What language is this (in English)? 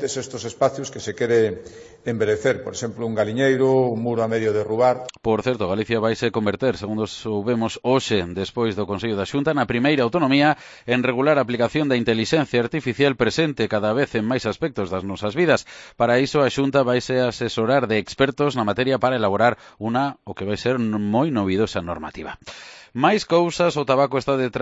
Galician